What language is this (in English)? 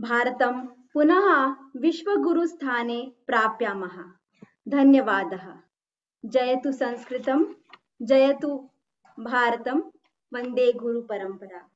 Sanskrit